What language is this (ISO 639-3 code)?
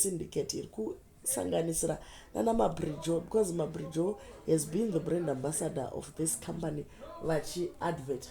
sna